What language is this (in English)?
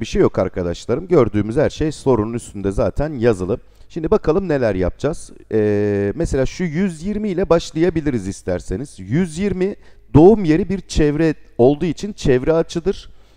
Turkish